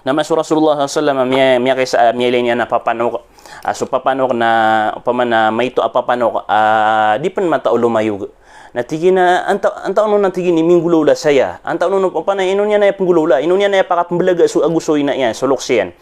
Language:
Maranao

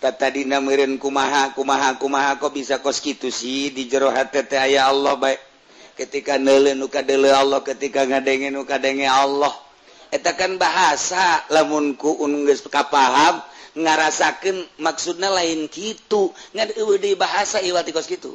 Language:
Sundanese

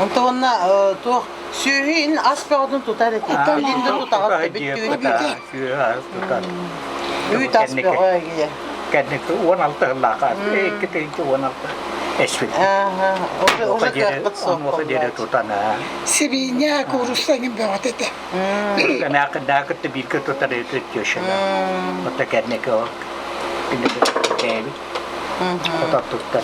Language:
Yakut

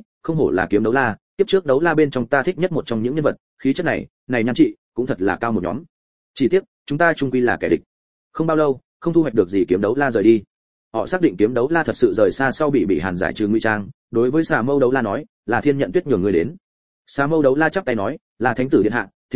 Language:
Vietnamese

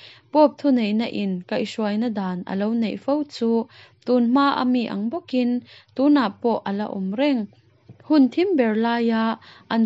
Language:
Mizo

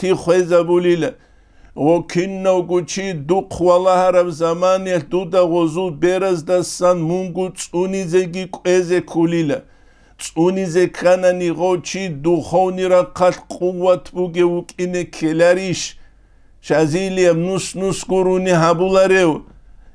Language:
Avaric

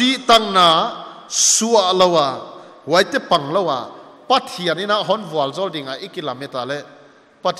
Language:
Paite Chin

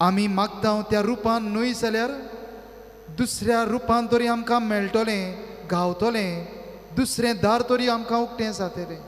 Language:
Konkani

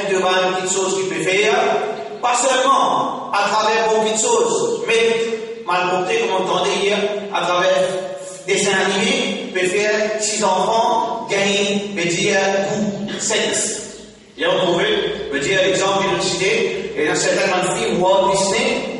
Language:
Morisyen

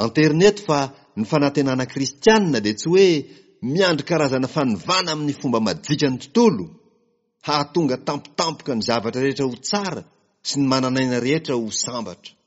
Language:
Malagasy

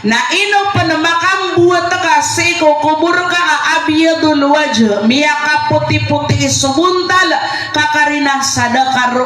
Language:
Maranao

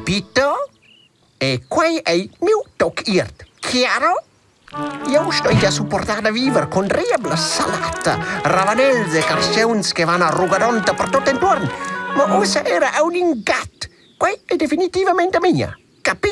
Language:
Romansh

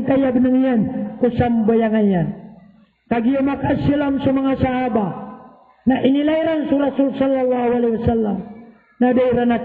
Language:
Maranao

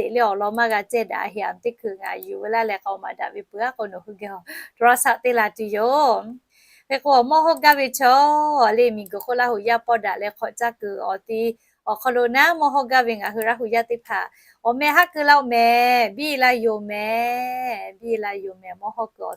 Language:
Lahu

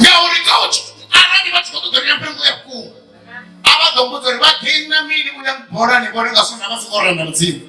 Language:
Venda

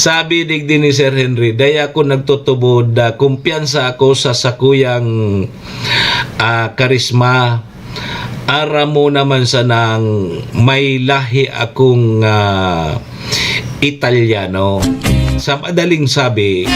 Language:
Bikol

